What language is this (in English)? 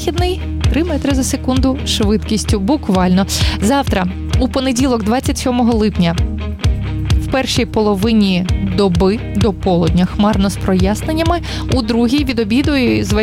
Ukrainian